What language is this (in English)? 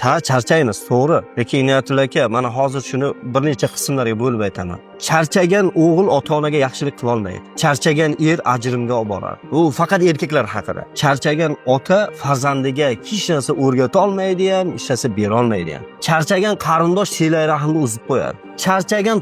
Uzbek